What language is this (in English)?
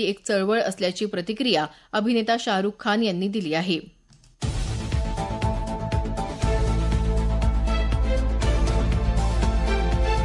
Marathi